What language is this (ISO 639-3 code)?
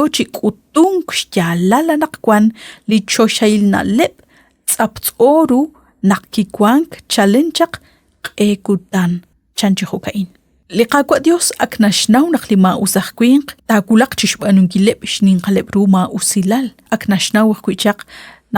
kek